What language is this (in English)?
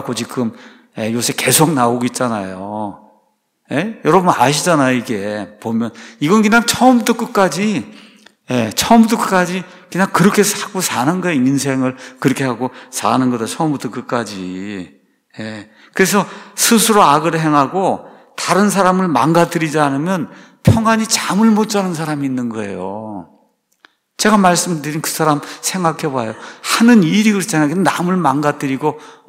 Korean